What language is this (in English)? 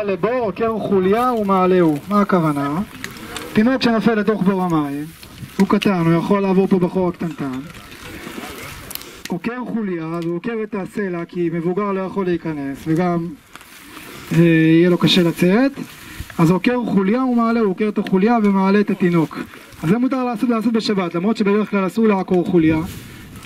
Hebrew